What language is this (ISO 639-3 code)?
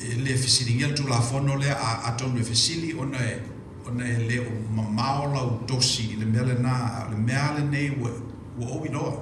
smo